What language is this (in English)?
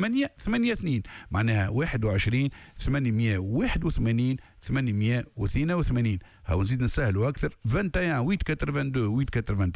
Tunisian Arabic